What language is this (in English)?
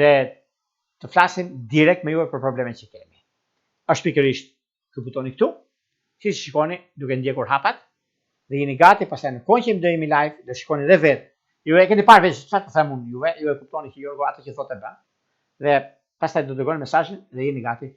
Albanian